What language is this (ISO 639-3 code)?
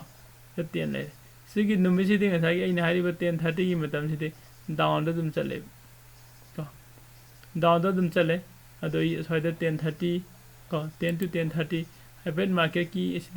mni